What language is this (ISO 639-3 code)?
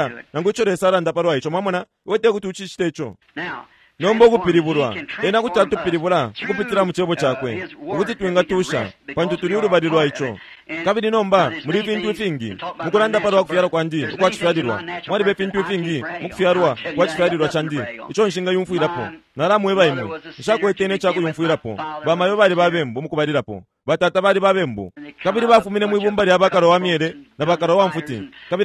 bem